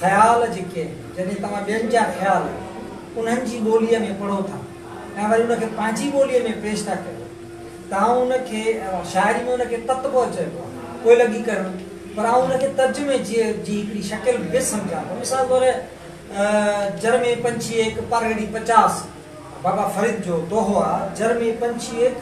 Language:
Sindhi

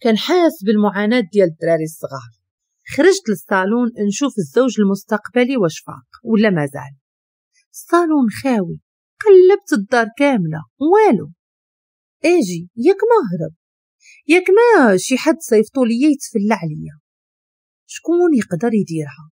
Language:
Moroccan Arabic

